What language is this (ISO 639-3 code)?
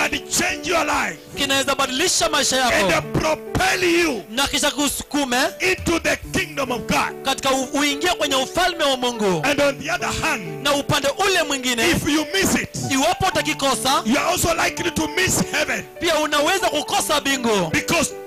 swa